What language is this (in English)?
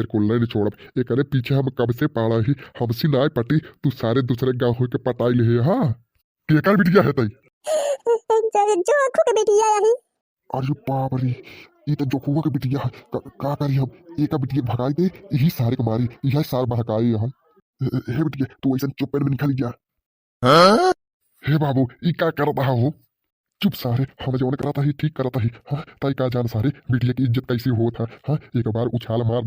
Bhojpuri